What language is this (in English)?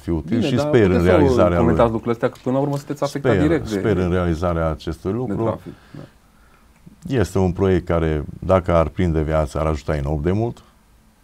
Romanian